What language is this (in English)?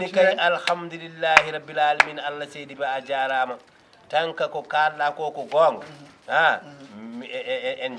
Fula